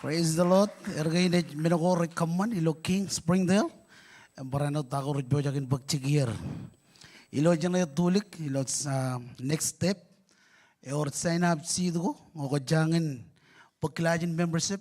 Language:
Marshallese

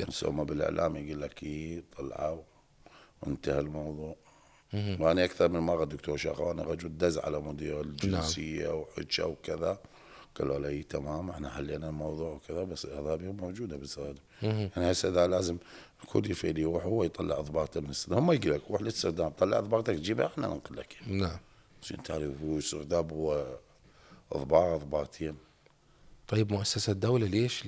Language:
Mesopotamian Arabic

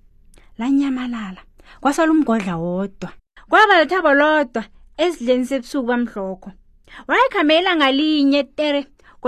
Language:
South Ndebele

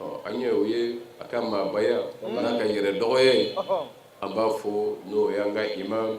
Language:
Bambara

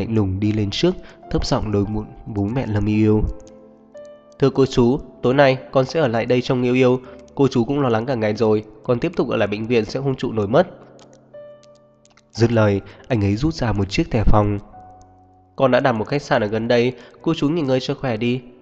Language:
Vietnamese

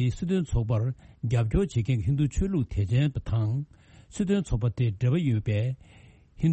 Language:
Tibetan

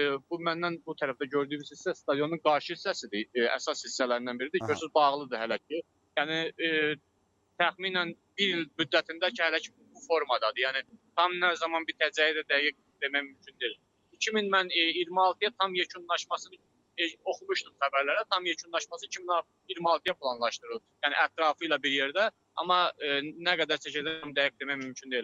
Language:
Azerbaijani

